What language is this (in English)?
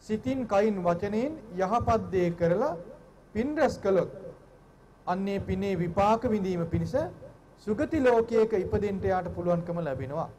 Sinhala